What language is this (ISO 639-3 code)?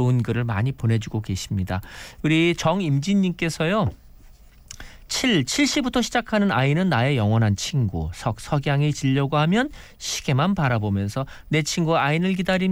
kor